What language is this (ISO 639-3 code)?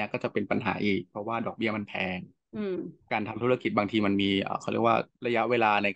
tha